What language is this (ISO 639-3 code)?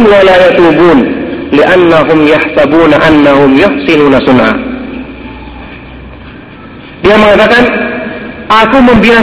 ind